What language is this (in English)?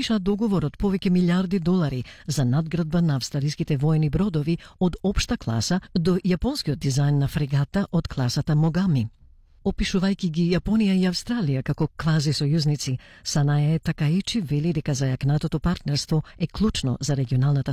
Macedonian